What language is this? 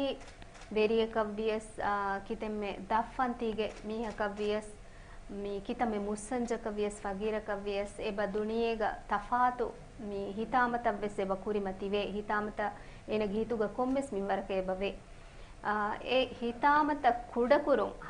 Divehi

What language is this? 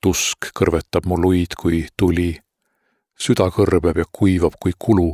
Estonian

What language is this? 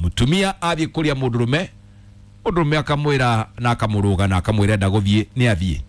Kikuyu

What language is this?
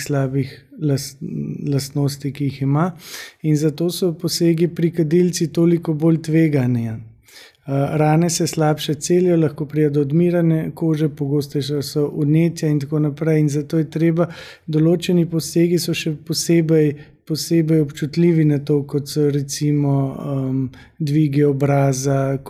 Slovenian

